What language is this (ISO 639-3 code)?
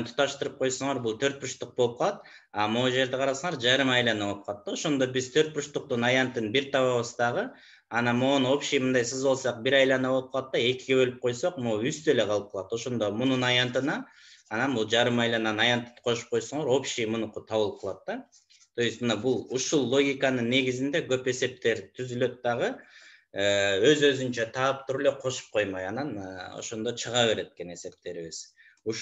kir